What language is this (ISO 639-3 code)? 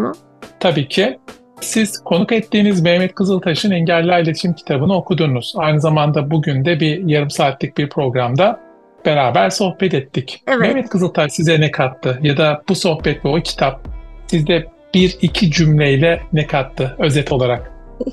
tur